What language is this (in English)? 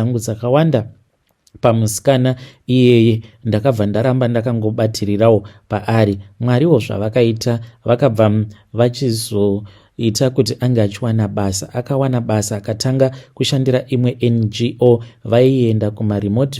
Shona